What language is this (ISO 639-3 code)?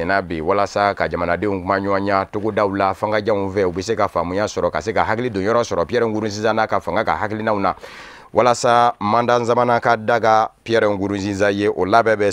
bam